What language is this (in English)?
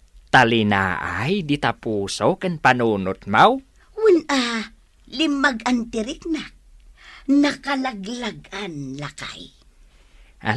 Iloko